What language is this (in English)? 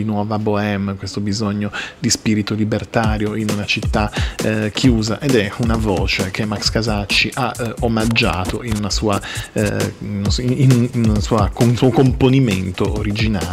Italian